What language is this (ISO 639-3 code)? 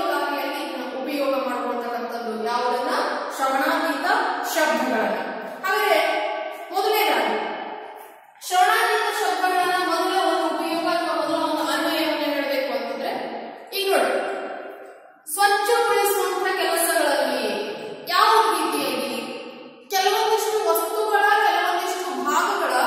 kan